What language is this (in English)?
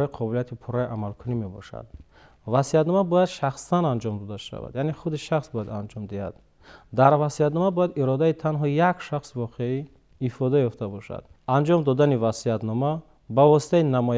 Tajik